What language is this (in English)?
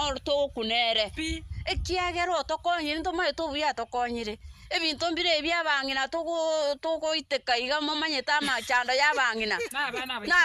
Gusii